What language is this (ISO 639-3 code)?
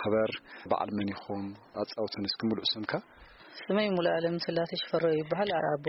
tir